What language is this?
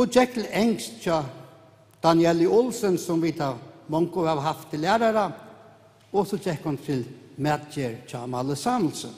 Faroese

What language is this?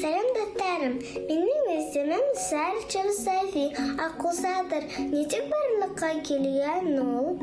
Bashkir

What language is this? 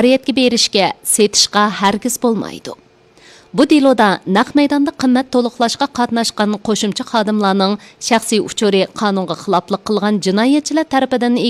Uyghur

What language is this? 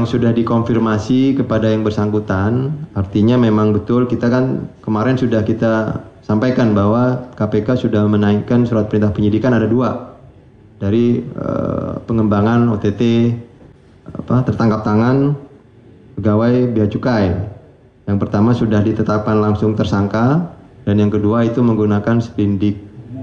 Indonesian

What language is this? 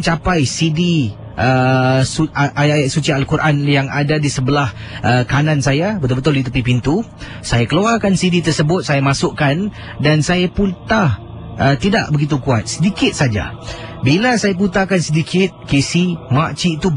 Malay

